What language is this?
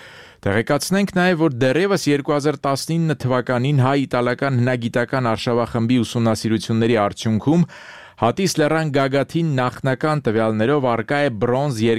Armenian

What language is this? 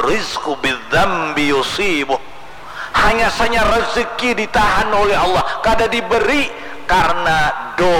Banjar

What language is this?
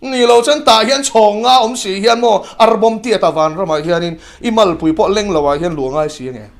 Mizo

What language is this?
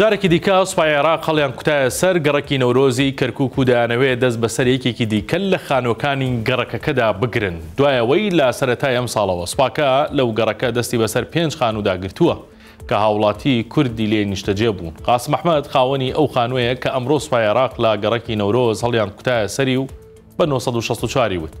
Central Kurdish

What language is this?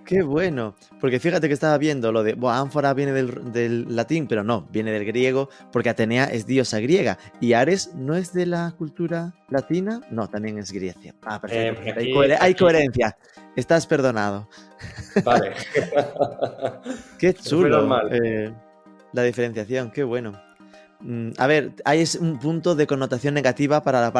Spanish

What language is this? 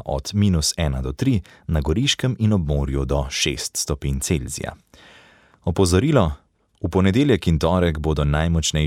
Slovenian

